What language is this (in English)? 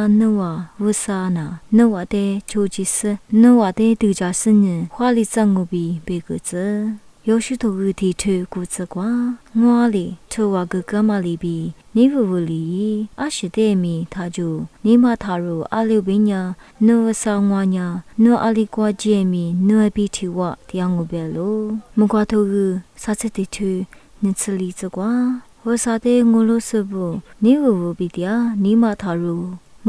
Lisu